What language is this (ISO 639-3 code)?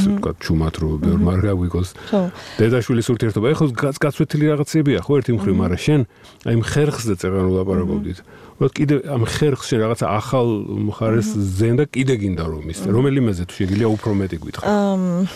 kat